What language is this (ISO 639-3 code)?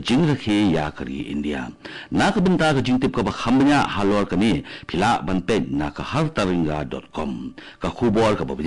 kha